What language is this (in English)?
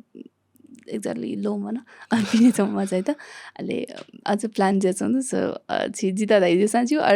Newari